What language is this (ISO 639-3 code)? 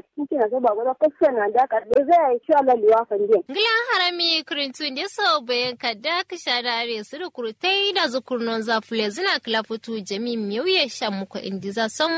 kau